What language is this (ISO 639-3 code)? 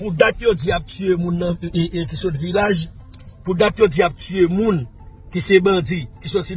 hat